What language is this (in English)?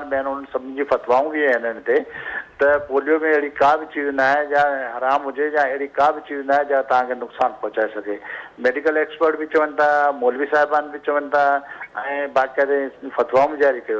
Sindhi